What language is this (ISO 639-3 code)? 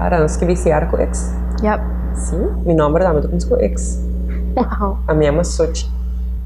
pap